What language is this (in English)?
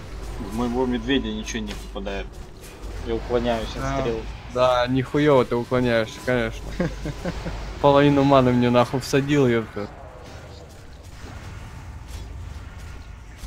Russian